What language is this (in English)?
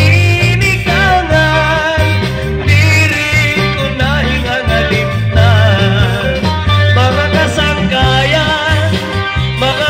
Waray